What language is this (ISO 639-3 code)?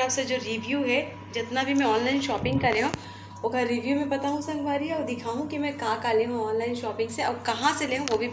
hne